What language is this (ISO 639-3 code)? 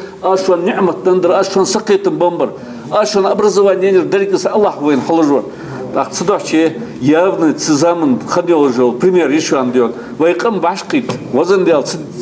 inh